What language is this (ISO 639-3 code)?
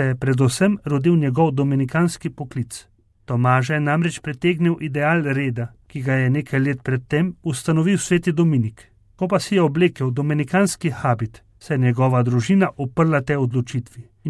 slv